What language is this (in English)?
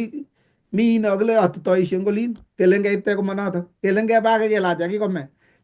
Kalenjin